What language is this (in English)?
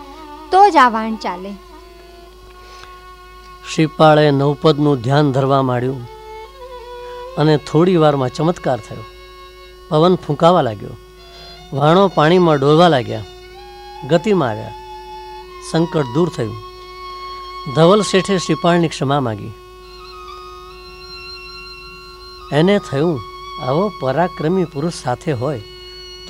Gujarati